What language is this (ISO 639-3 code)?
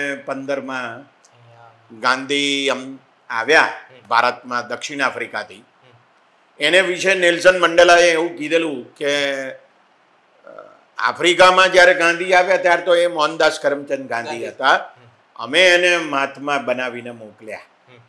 guj